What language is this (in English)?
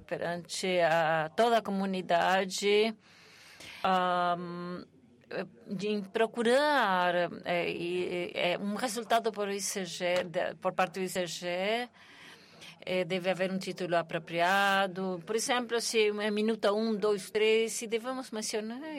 Portuguese